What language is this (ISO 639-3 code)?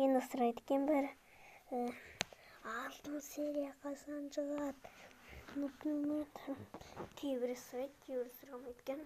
kaz